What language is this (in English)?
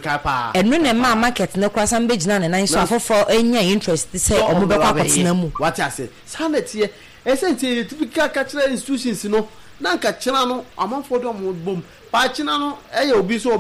Akan